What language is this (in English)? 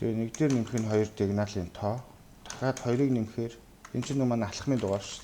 Mongolian